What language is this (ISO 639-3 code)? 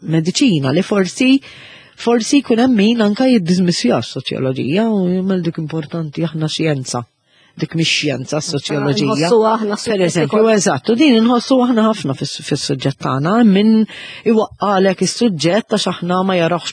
mlt